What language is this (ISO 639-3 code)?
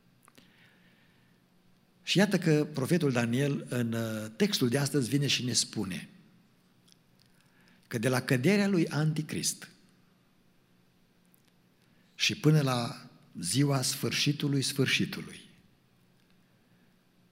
ron